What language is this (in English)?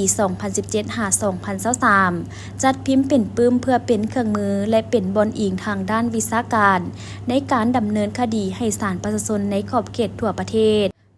Lao